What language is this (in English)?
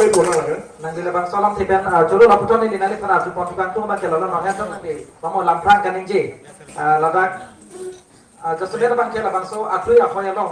Karbi